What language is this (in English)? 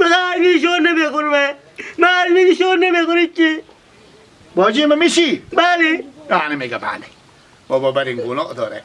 Persian